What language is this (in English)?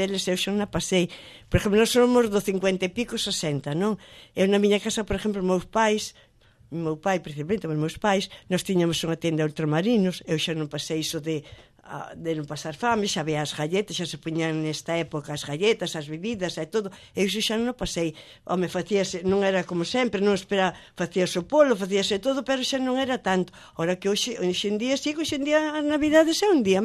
Galician